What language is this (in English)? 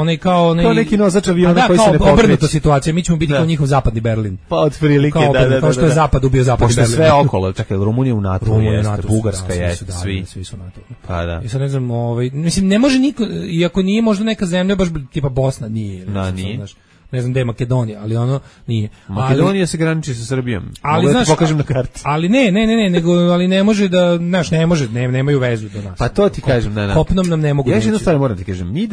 Serbian